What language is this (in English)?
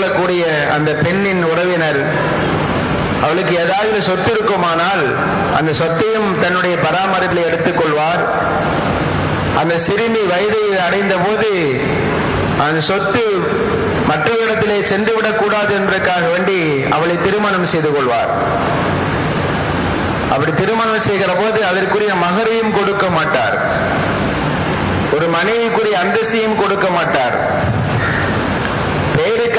Tamil